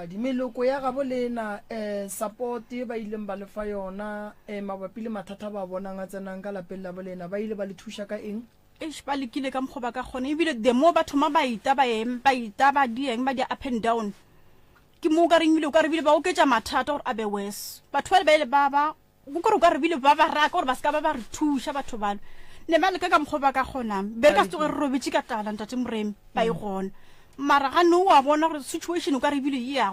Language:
Northern Sotho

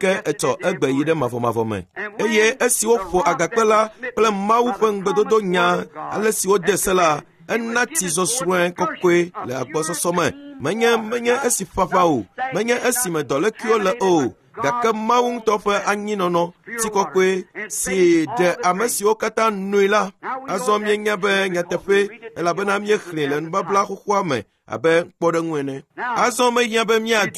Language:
Ewe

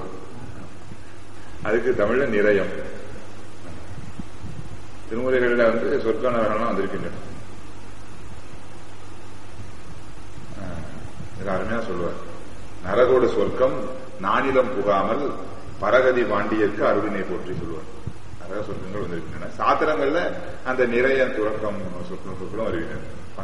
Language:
Tamil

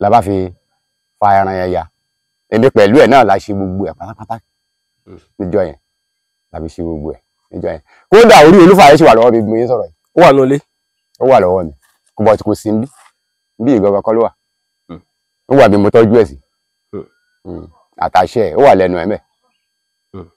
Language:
Yoruba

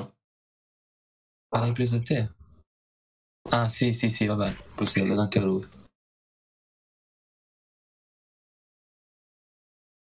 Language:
Italian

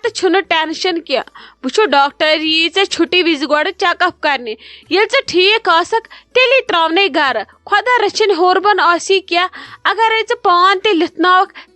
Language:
Kashmiri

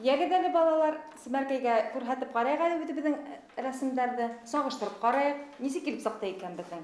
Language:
Bashkir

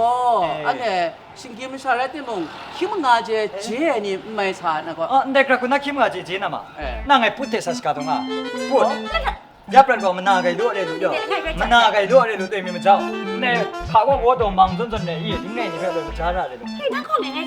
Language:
Kachin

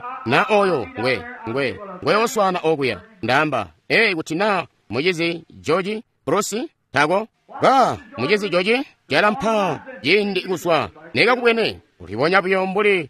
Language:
Tonga (Zambia)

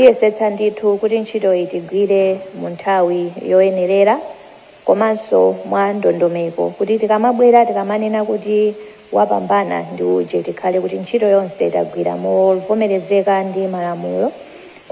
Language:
Nyanja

